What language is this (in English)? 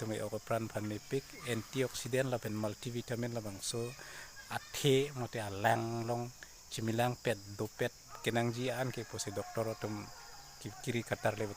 Karbi